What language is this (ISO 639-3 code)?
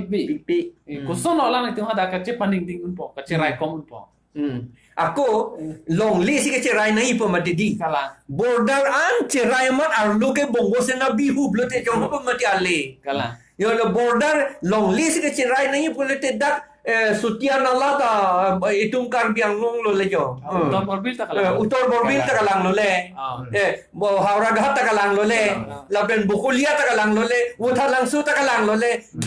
mjw